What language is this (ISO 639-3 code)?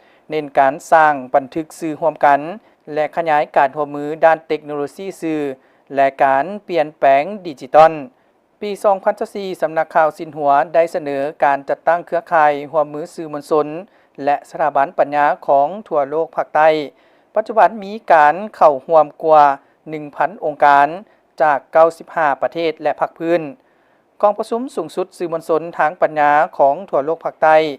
lao